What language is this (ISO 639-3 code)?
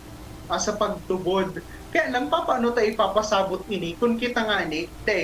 bik